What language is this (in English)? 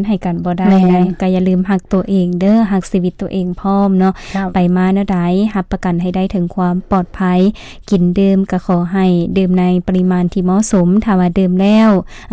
Lao